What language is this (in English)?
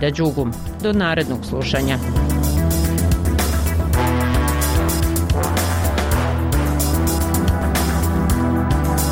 Bosnian